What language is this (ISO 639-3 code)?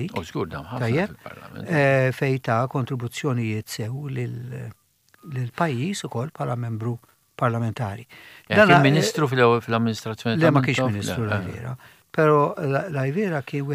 mlt